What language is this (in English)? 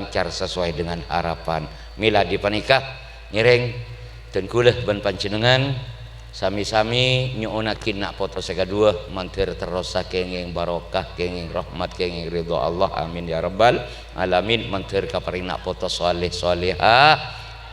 Madurese